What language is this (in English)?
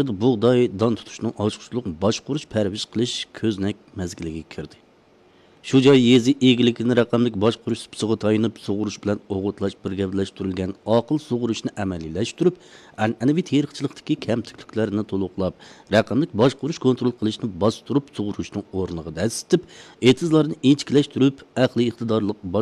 Uyghur